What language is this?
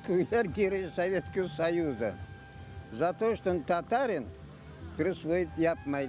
Crimean Tatar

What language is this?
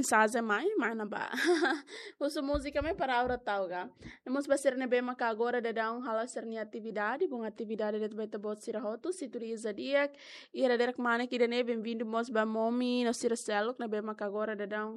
Tetum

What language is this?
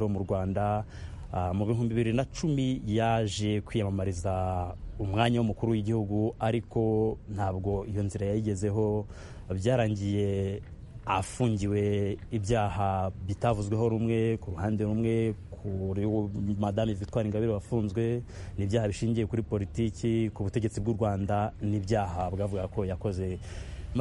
Kinyarwanda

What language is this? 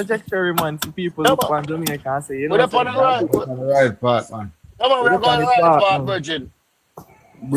Jamaican Creole English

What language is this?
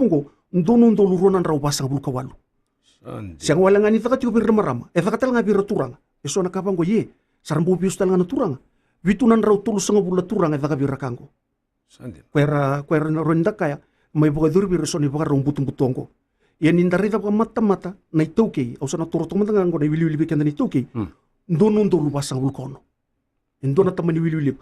Fijian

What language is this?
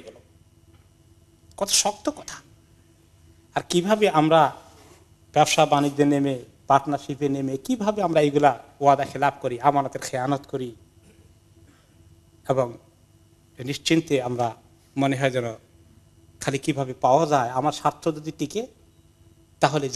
Bangla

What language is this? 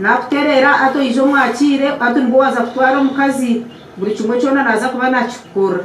Nyankole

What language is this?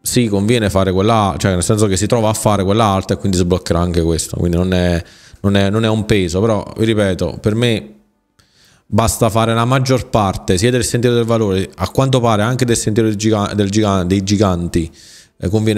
Italian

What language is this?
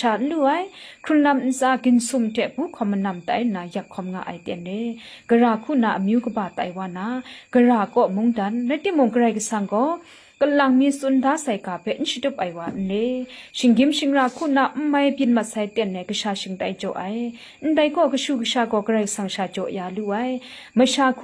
Kachin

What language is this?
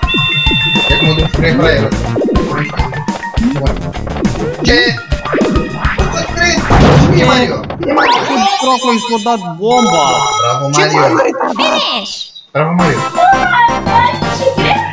Romanian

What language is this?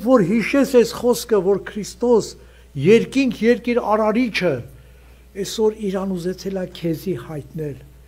Armenian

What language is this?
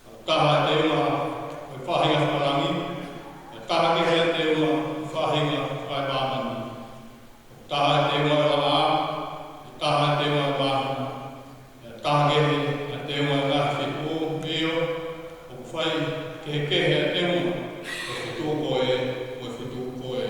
Tongan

